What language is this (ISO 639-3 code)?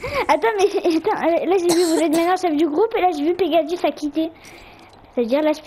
fra